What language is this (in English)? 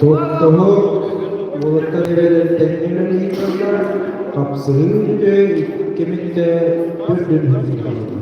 Yakut